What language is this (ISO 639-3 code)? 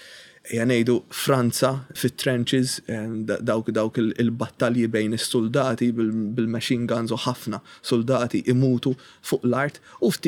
mlt